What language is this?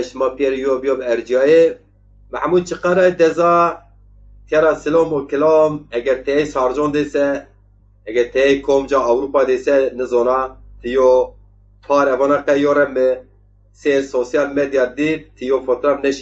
Zaza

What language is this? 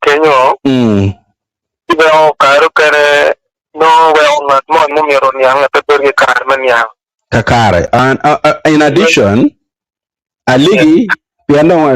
Acoli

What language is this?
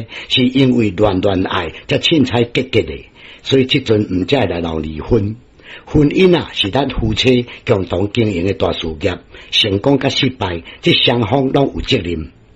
Min Nan Chinese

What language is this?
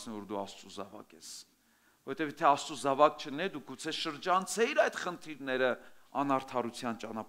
Armenian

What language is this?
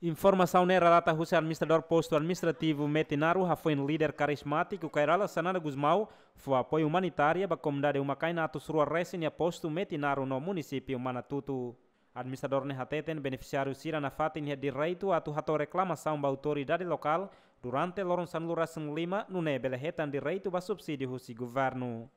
Tetum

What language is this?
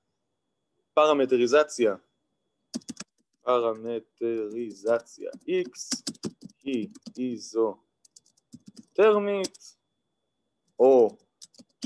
Hebrew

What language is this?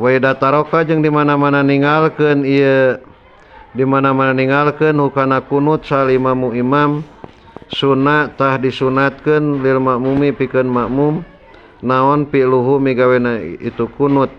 Sundanese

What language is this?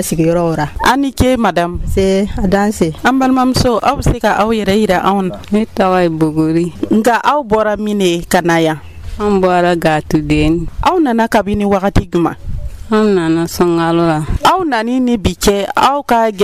Dyula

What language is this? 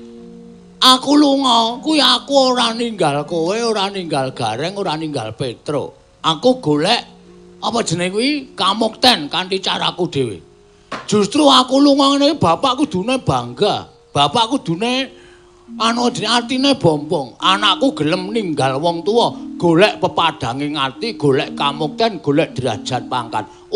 Javanese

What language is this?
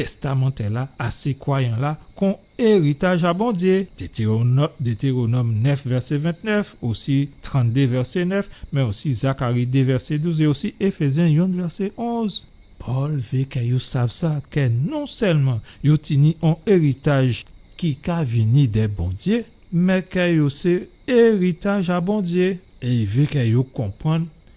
Guadeloupean Creole French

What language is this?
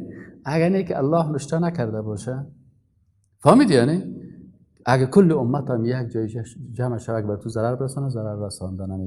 Persian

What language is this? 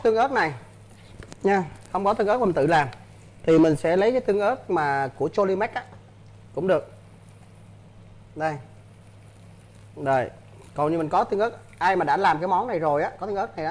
Vietnamese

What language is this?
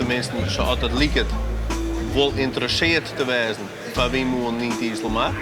Western Frisian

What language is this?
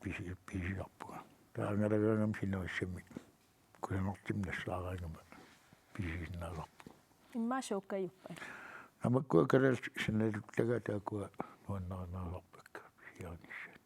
Kalaallisut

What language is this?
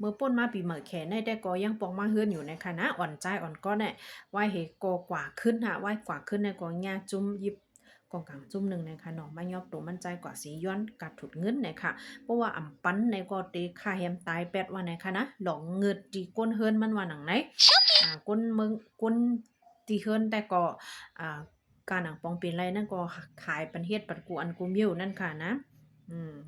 Shan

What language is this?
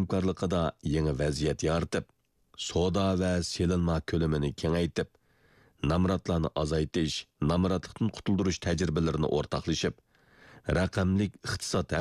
Uyghur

